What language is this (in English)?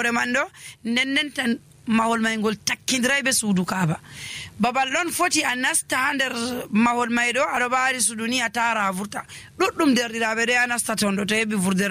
Nigerian Fulfulde